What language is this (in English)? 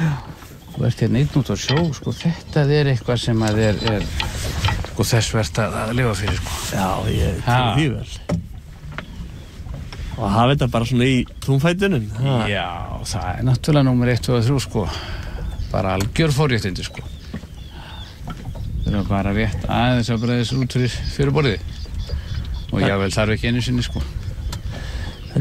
Icelandic